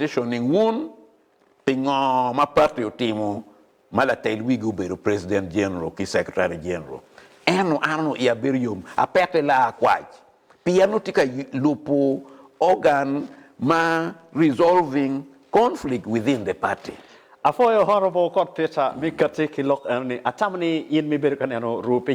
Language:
Acoli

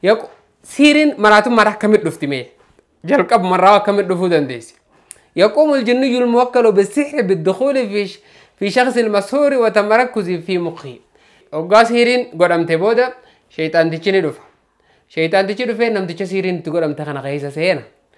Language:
Oromo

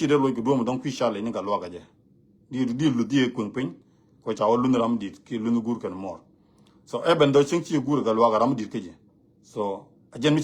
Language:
Nuer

